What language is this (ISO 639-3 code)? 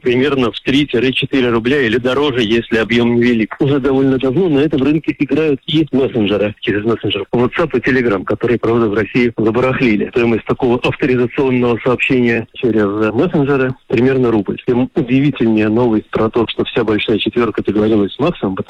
rus